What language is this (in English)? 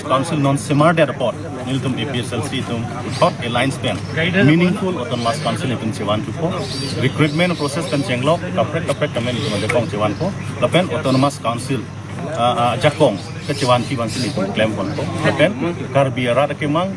Karbi